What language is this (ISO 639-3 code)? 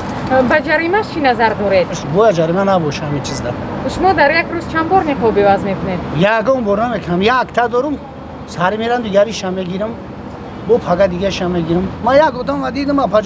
tgk